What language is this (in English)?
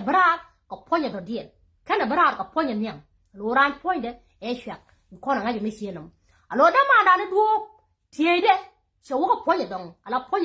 Nuer